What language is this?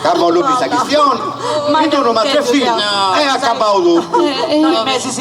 Sardinian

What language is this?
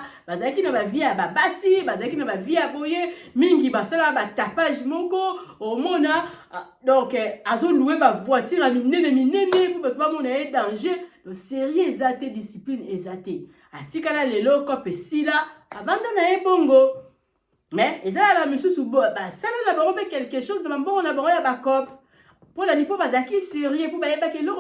Lingala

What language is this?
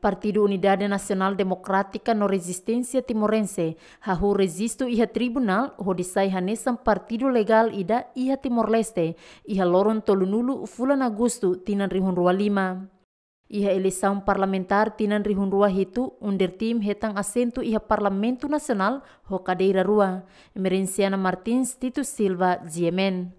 Tetum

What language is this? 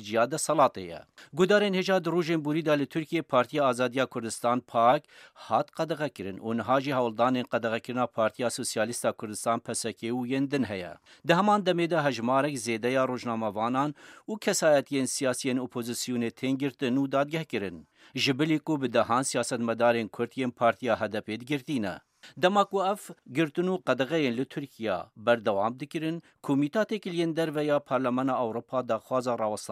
Kurdish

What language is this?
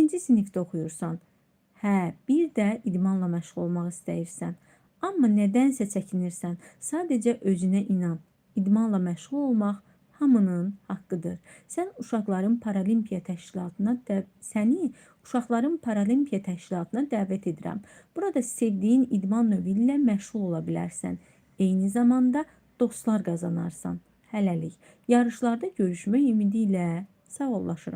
Azerbaijani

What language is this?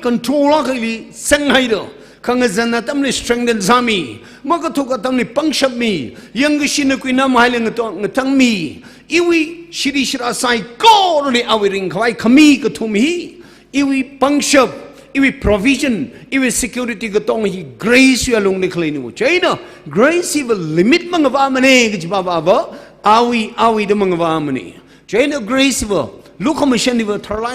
Tangkhul Naga (India)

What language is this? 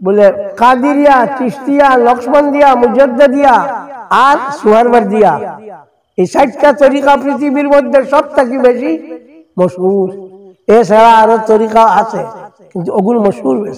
Sylheti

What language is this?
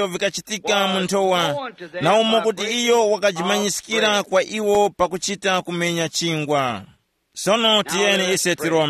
Tumbuka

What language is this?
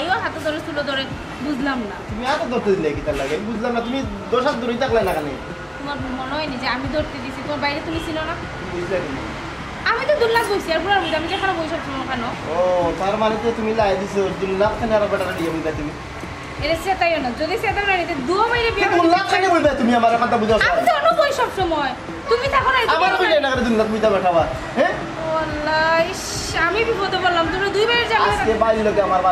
Sylheti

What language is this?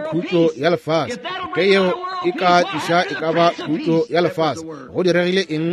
Northern Sotho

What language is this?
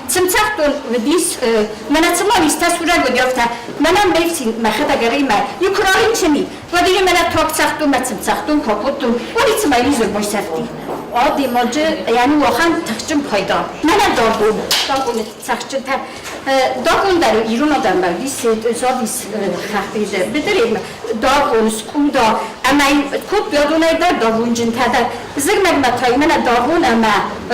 Ossetic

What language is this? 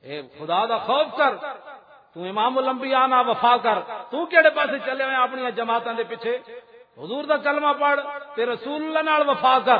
Western Panjabi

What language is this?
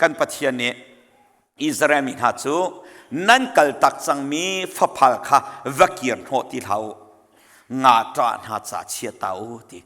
Hakha Chin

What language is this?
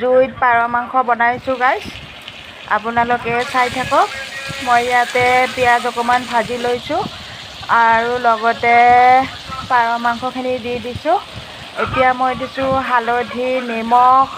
Assamese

